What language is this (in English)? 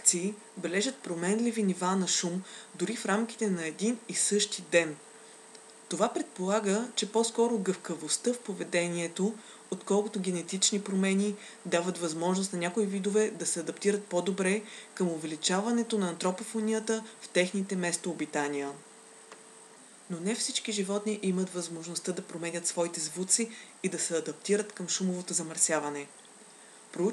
Bulgarian